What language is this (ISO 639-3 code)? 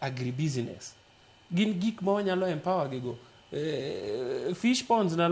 luo